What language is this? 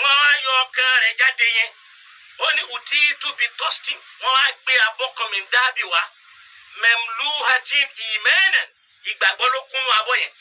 Yoruba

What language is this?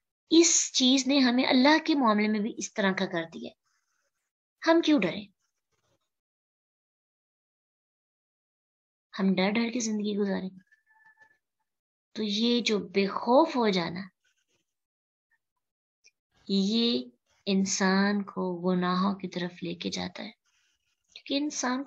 Urdu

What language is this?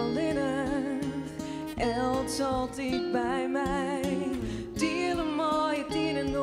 Western Frisian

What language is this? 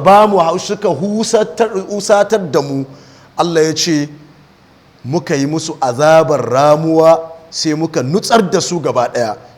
Hausa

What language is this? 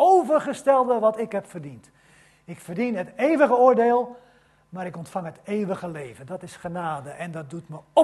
Dutch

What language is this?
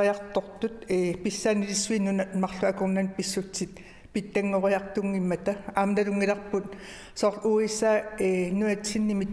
Kalaallisut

